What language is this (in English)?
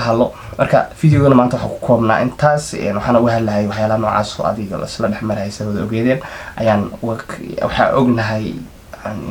Somali